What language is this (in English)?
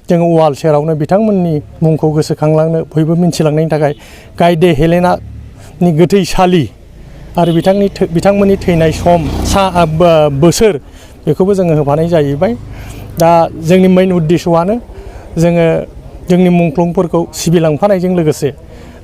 Bodo